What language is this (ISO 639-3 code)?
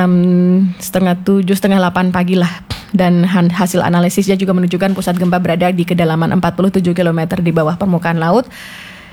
ind